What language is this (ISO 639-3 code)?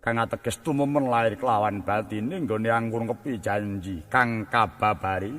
jav